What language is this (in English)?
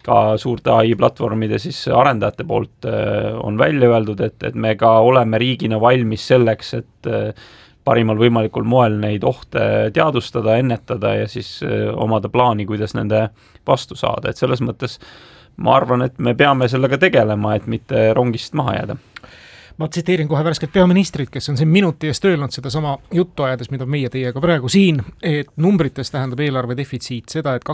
Estonian